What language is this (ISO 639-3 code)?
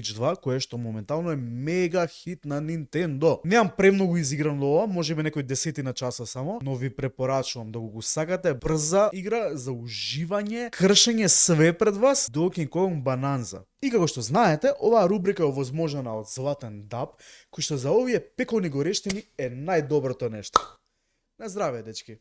mkd